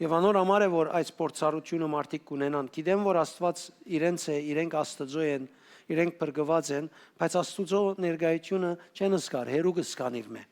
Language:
Western Armenian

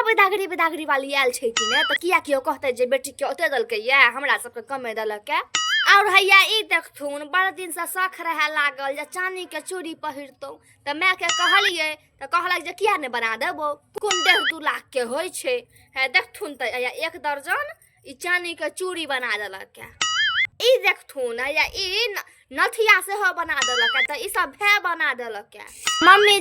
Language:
Maithili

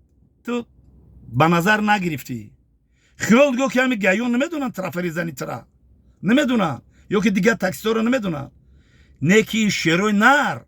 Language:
Tajik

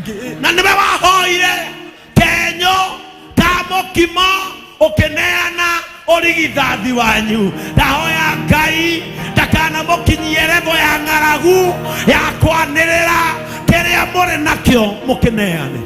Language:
Kikuyu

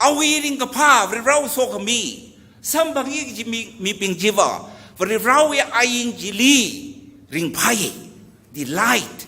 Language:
Tangkhul Naga (India)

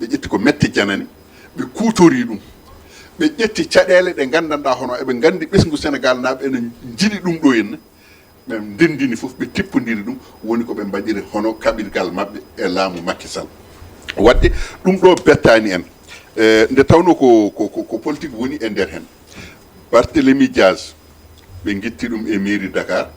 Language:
Fula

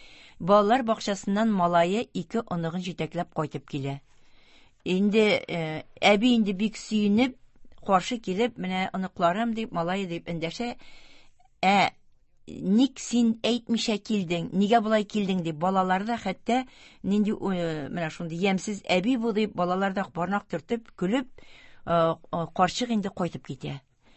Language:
Tatar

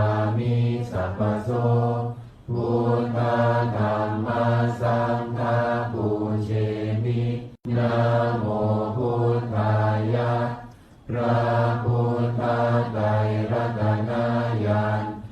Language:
Pali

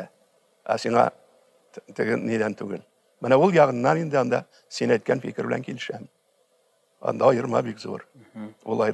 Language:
Tatar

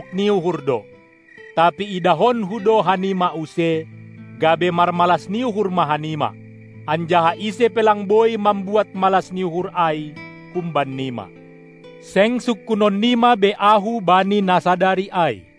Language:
Batak Simalungun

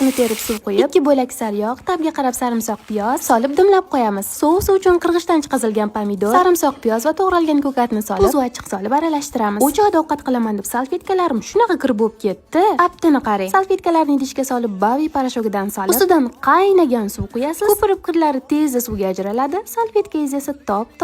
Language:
Uzbek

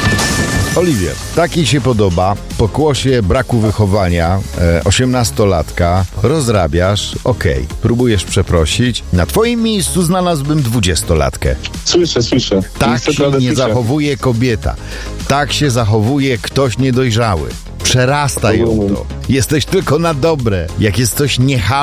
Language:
Polish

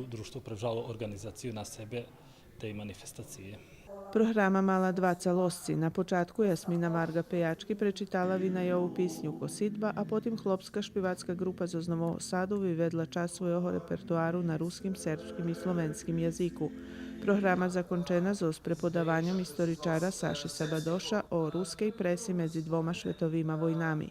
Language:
Rusyn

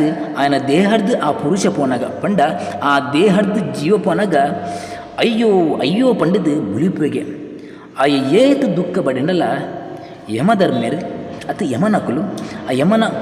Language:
Tulu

